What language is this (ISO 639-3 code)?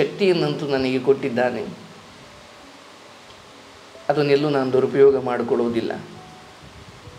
kan